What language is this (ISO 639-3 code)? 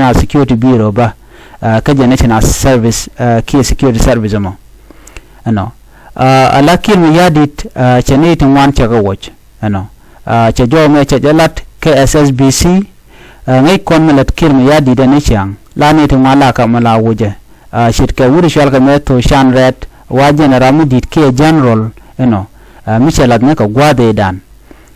nus